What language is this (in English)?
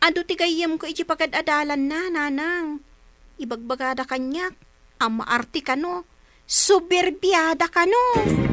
Iloko